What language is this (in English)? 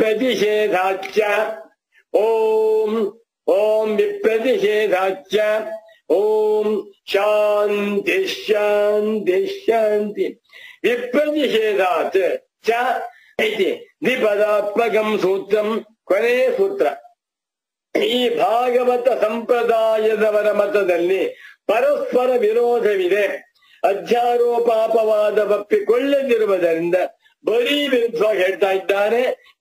Kannada